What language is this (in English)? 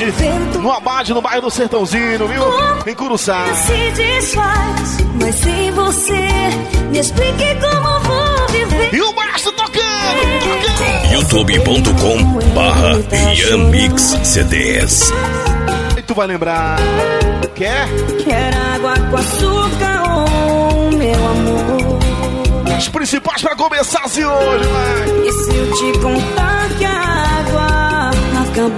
Portuguese